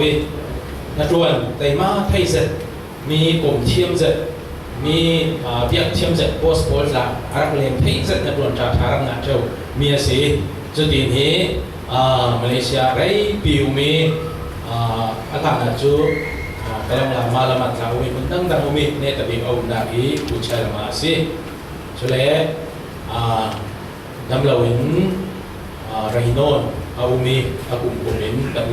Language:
Falam Chin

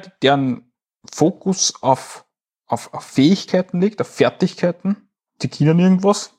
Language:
German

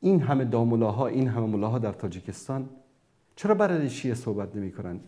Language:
Persian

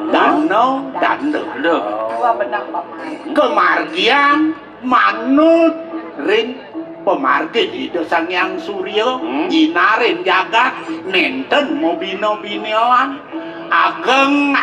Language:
Balinese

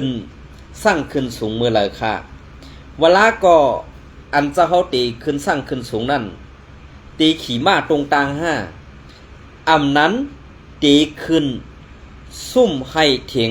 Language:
Shan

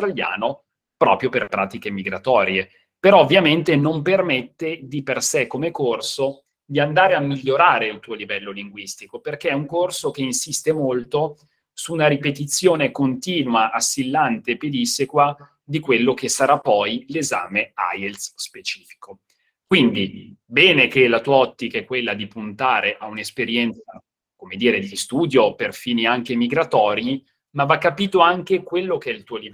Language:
Italian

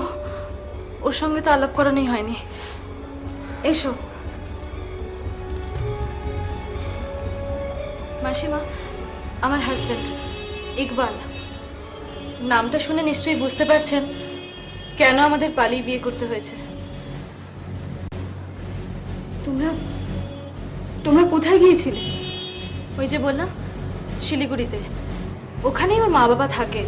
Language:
Bangla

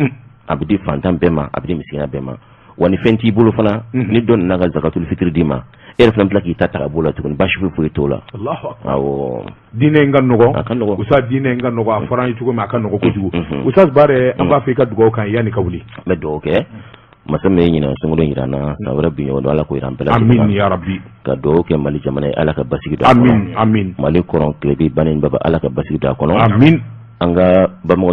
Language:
Bambara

